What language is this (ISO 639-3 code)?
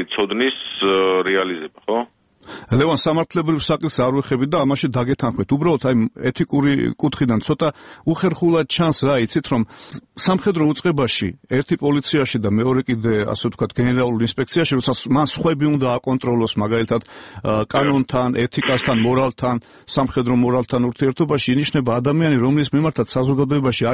kat